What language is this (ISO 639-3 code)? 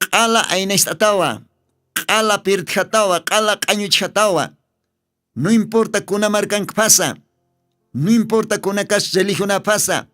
aym